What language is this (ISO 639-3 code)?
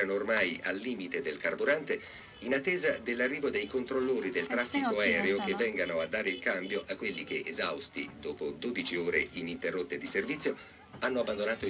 ita